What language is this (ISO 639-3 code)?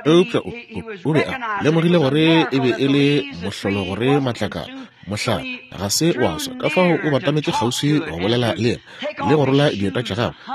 nso